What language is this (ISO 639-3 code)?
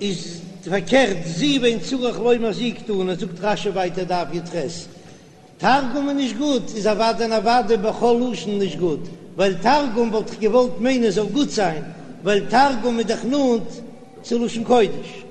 yid